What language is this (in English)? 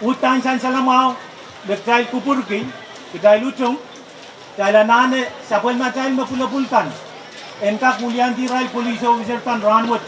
Pohnpeian